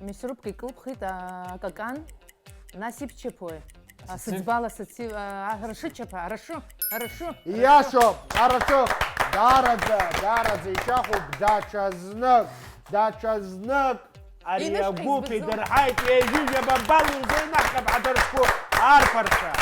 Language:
Abkhazian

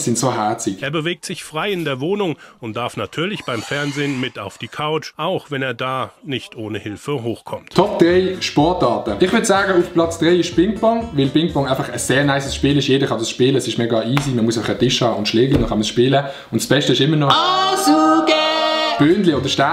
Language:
Swiss German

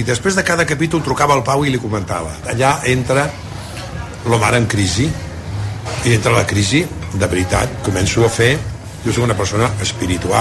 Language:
Catalan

